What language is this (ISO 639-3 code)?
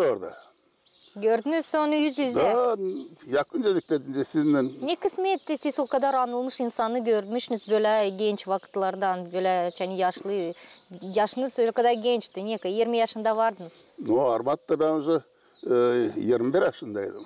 gag